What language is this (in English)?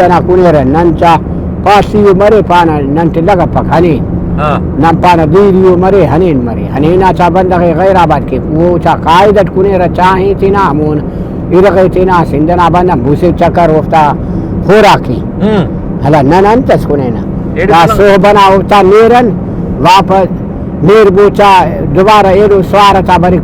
Brahui